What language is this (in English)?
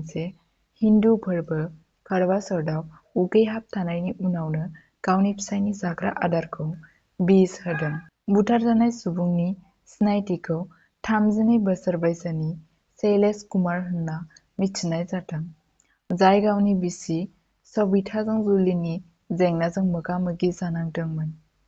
Bodo